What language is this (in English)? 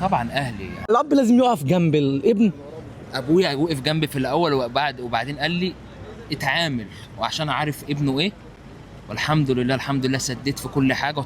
Egyptian Arabic